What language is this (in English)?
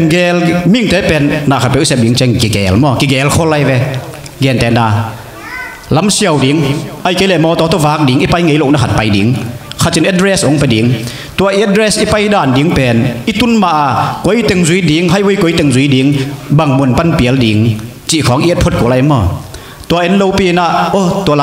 Tedim Chin